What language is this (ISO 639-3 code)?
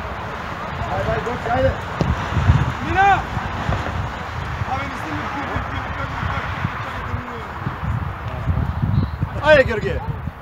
bul